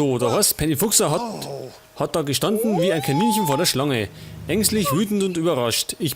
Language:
Bavarian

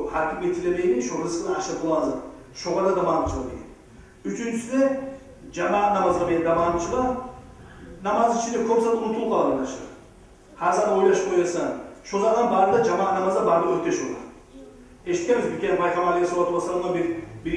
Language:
Kumyk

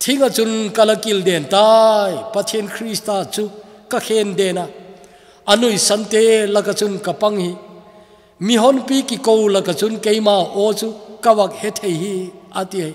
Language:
Thado Chin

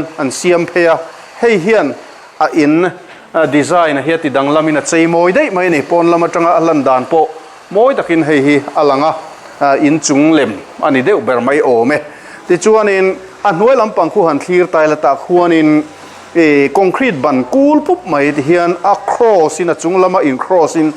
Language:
Mizo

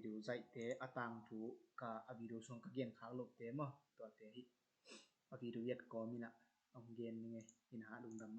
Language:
Tedim Chin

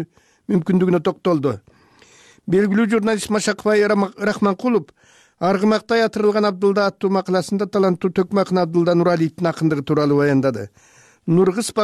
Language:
Kyrgyz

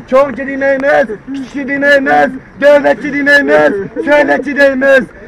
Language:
Turkish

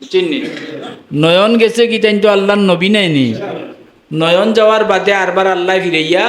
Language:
Sylheti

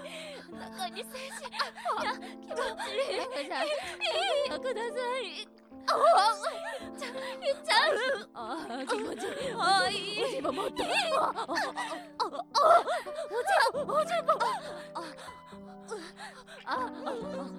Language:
Japanese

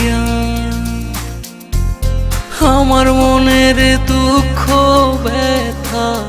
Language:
Bangla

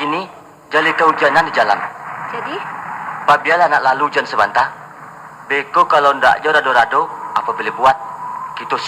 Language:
Minangkabau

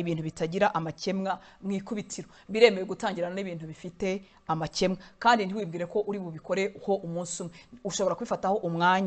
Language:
Kinyarwanda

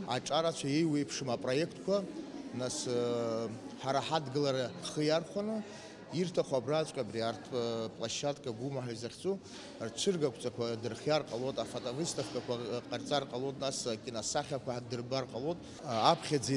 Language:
Abkhazian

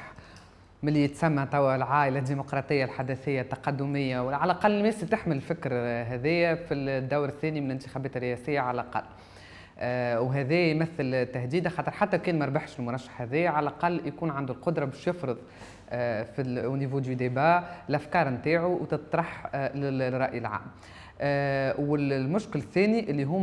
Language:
Tunisian Arabic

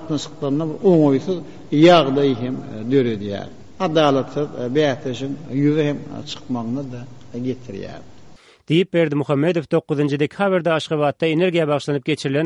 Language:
Turkmen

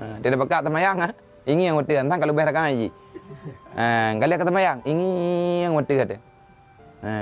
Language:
Achinese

